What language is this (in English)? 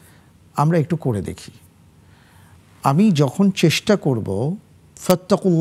Bangla